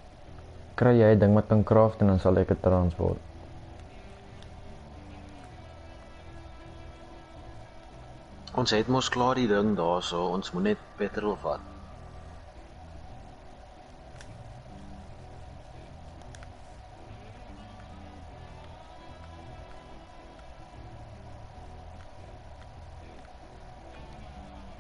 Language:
Afrikaans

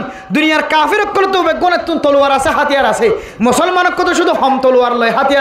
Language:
Rohingya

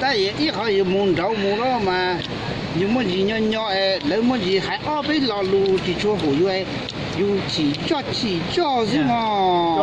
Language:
Hmong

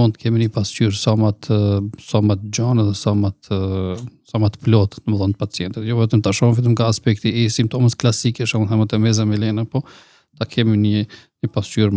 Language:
Albanian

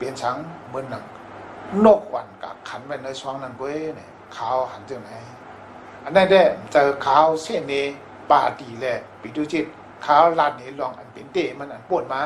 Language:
Shan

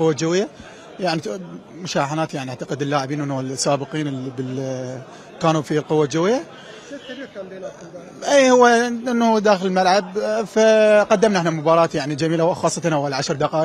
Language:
Mesopotamian Arabic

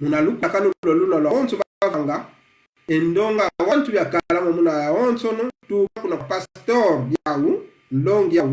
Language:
Kongo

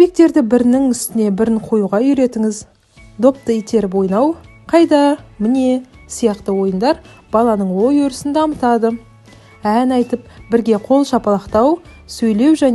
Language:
Kazakh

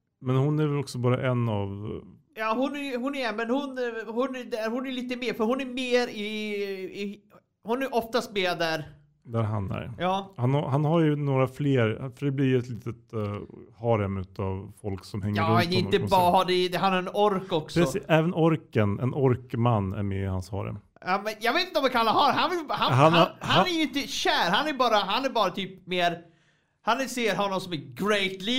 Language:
Swedish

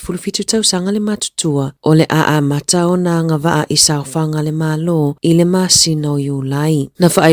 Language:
Samoan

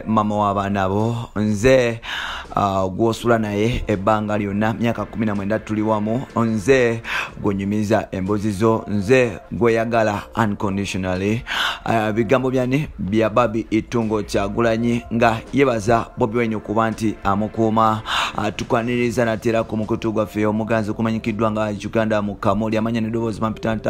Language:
Ganda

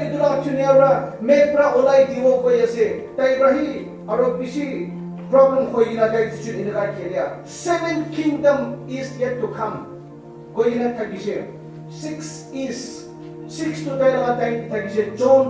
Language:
Naga Pidgin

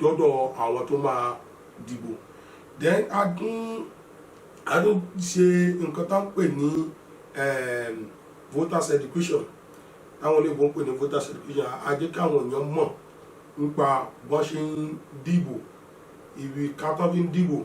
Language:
Yoruba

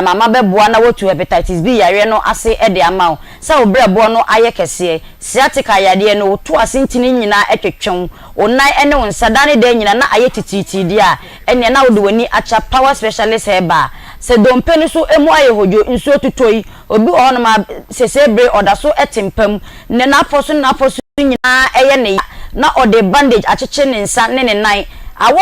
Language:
Akan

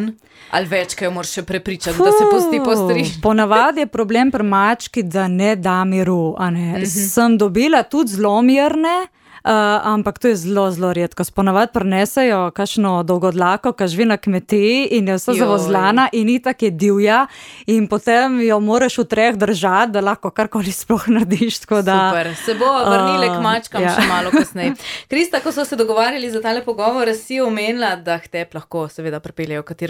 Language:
Slovenian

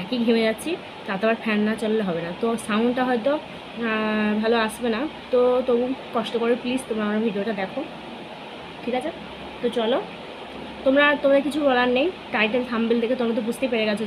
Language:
Bangla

